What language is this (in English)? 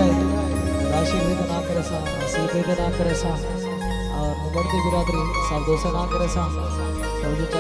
Saraiki